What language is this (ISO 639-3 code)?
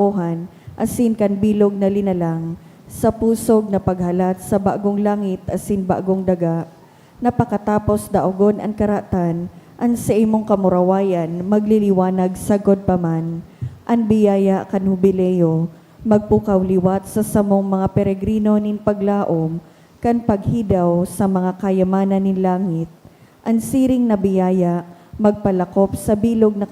bik